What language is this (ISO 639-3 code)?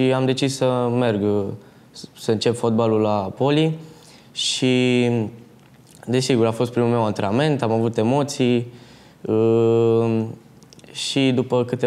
ron